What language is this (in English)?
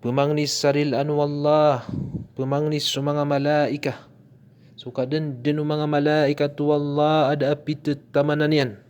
Maranao